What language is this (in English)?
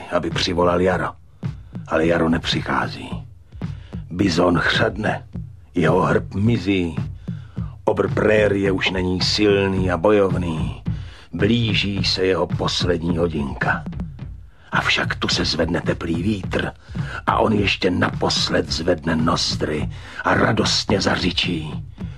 Czech